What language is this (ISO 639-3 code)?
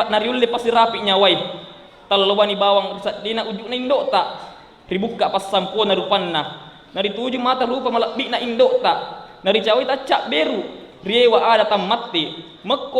bug